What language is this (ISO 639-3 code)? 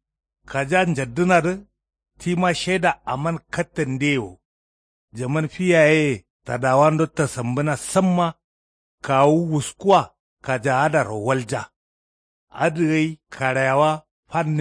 kau